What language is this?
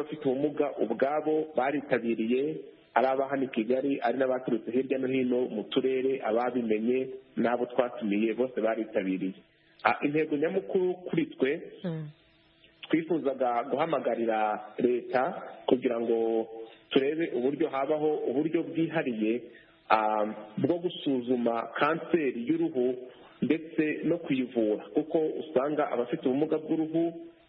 Kinyarwanda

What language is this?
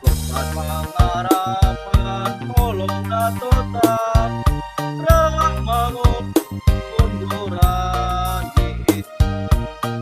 Batak Simalungun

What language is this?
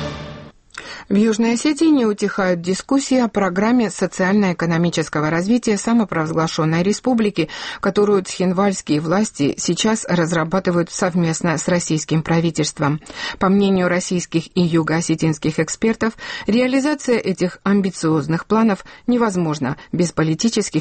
Russian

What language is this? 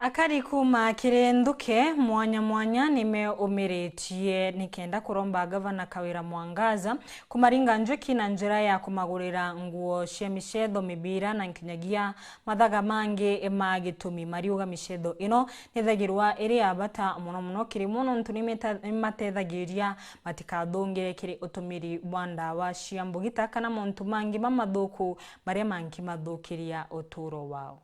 Meru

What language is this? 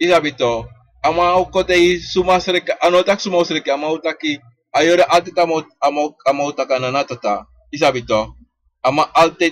Sranan Tongo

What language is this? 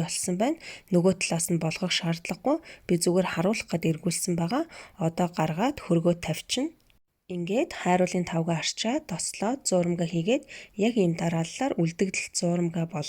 Mongolian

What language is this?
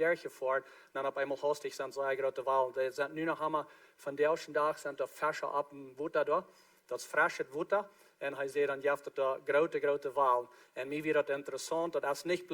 Plautdietsch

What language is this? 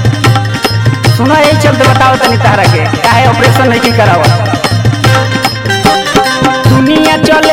Bhojpuri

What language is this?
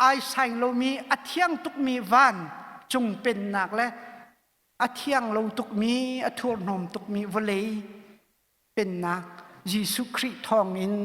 Hakha Chin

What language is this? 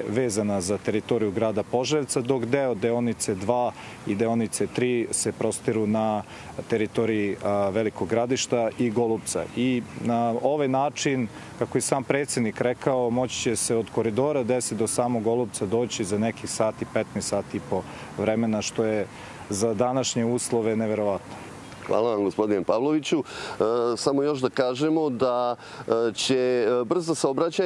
Serbian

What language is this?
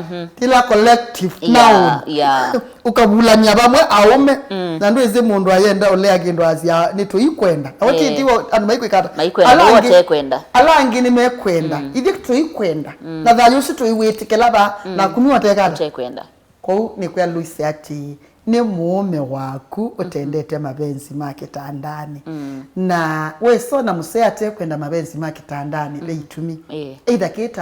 Kamba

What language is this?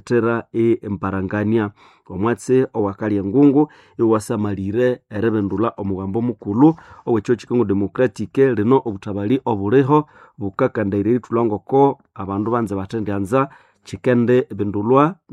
Nande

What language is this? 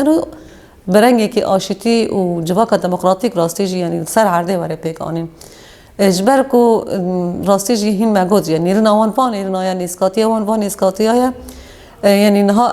Kurdish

